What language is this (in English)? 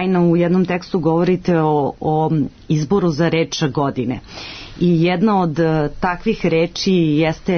Serbian